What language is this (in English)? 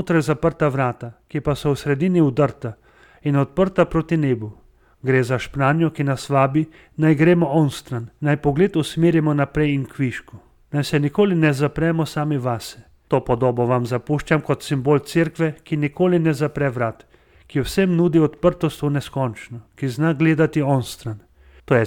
Slovenian